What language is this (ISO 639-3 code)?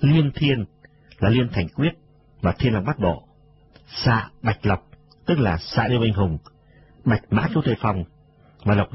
vie